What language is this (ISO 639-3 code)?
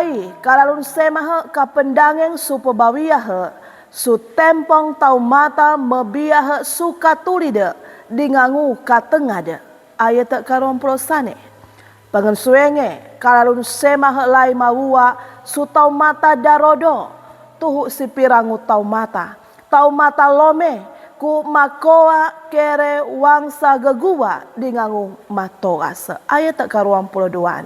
sxn